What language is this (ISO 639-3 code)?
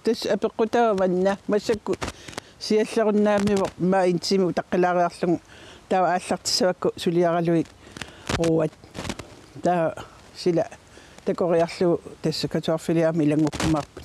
kal